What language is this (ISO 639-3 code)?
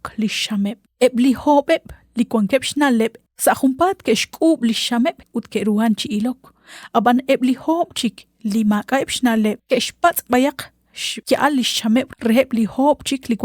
kek